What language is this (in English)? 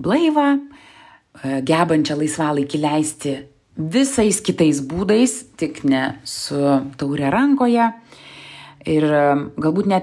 Lithuanian